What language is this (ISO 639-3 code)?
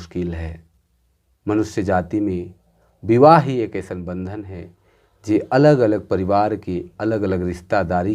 sck